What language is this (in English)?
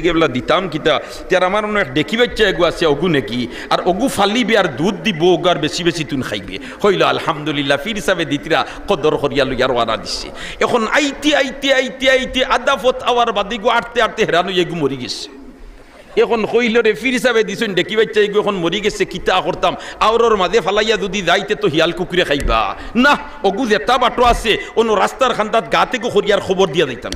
Sylheti